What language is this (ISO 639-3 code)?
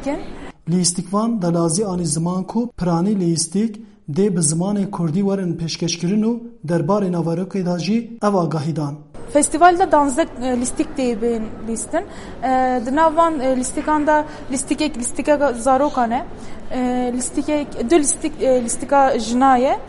kur